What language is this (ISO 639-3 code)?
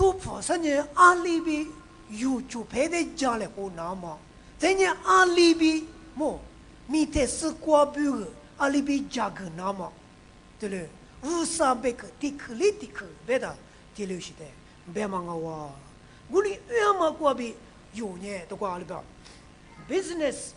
lis